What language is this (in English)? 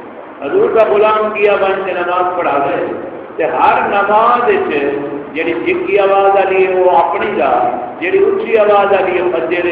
Saraiki